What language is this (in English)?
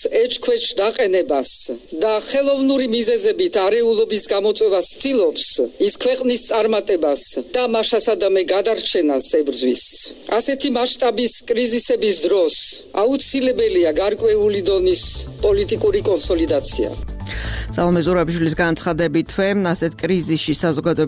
Georgian